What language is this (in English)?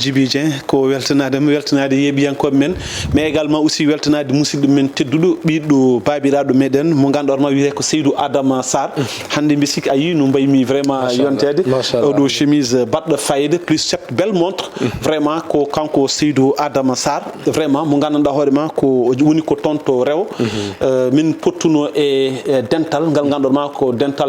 Fula